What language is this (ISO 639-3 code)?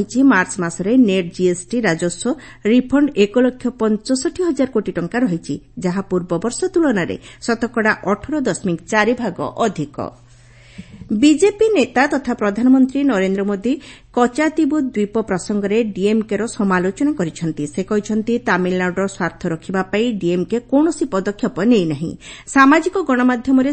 ori